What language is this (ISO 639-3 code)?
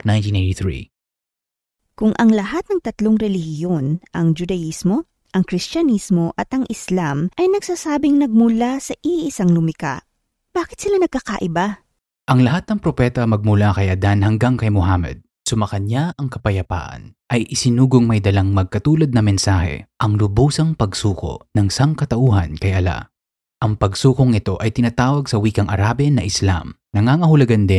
fil